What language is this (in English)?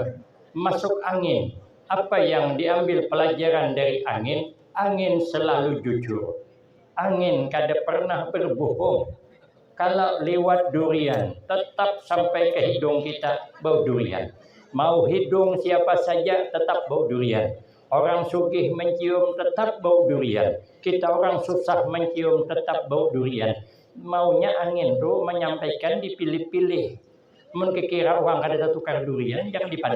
Banjar